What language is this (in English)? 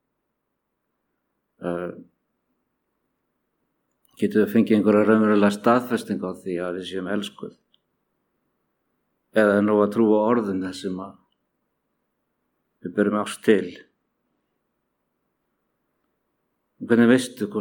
Icelandic